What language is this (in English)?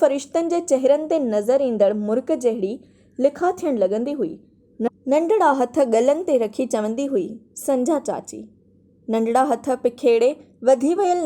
Sindhi